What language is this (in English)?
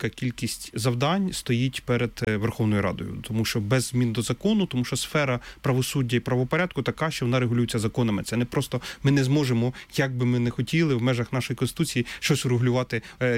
Ukrainian